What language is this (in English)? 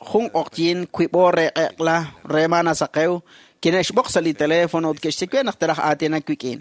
Kekchí